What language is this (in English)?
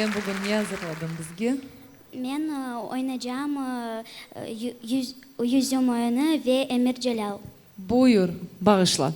Crimean Tatar